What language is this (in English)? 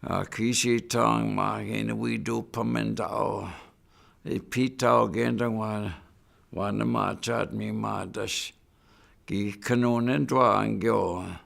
Chippewa